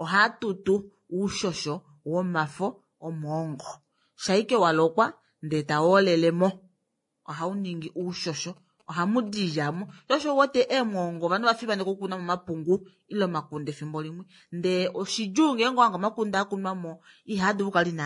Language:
Kuanyama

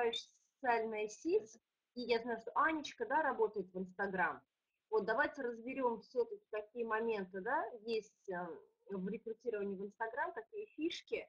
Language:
Russian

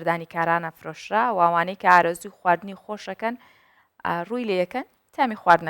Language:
Central Kurdish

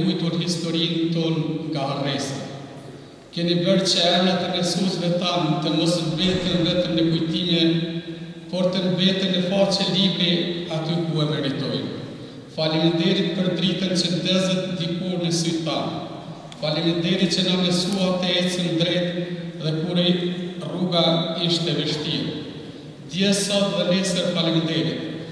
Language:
Albanian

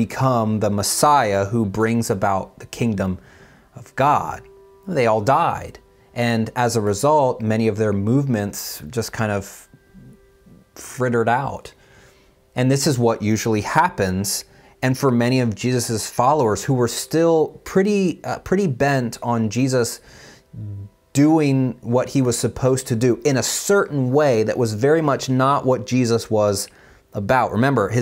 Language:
English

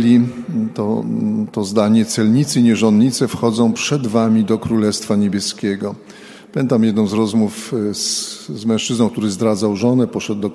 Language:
Polish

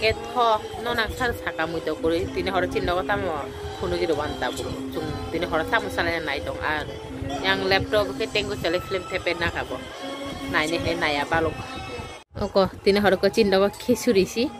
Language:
Kok Borok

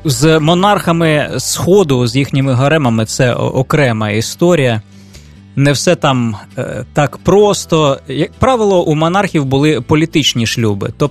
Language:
Ukrainian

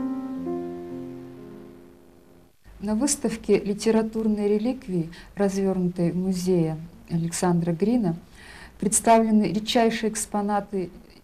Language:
Russian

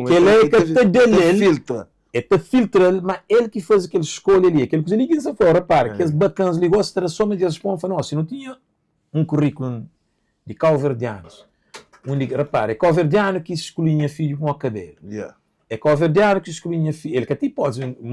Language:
Kabuverdianu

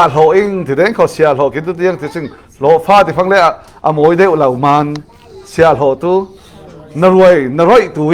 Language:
Falam Chin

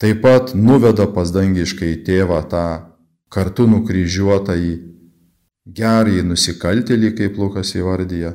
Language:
Lithuanian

